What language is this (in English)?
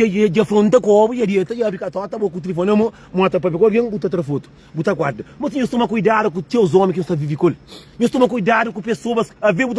Kabuverdianu